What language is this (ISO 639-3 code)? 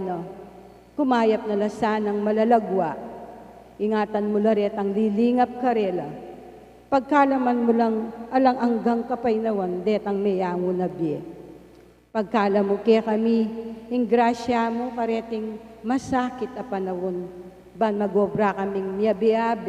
pam